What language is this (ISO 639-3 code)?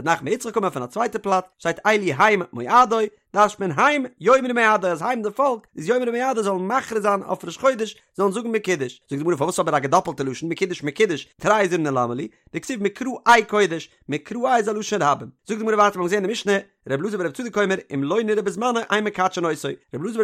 yid